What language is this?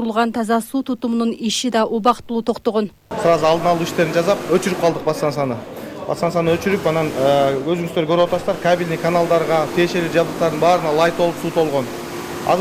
Kyrgyz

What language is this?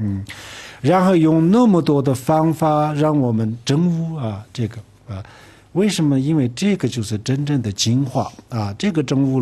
Chinese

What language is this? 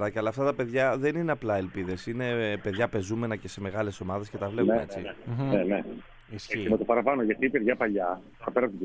Greek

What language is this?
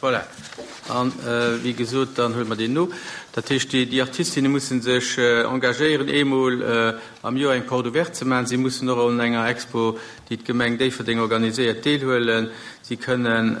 Luxembourgish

